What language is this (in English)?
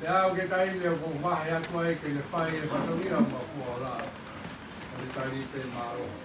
Tongan